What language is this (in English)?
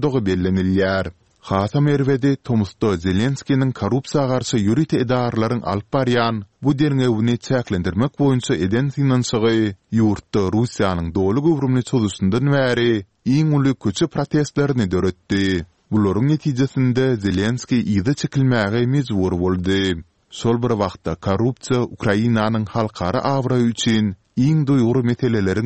Turkmen